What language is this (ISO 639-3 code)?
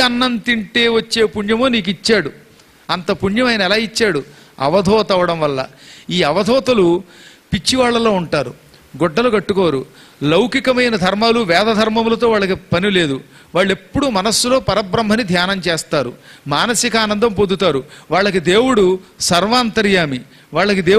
tel